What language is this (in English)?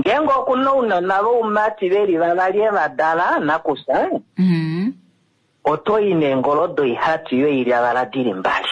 Kuanyama